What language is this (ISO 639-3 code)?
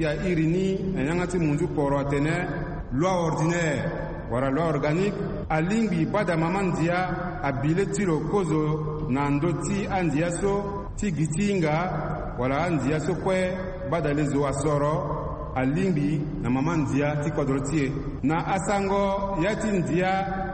sag